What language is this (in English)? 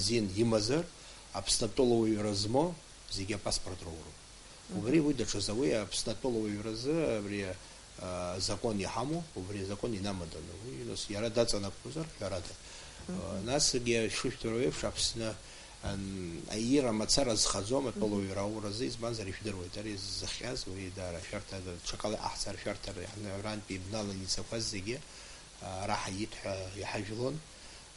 Abkhazian